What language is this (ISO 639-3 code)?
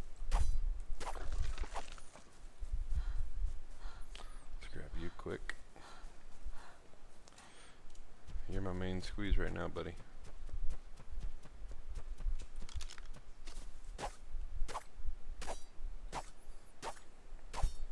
eng